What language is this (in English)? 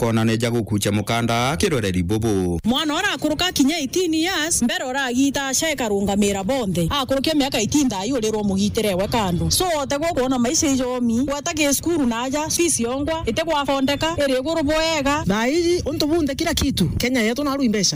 Meru